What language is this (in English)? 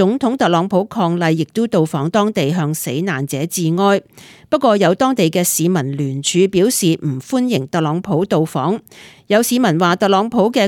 Cantonese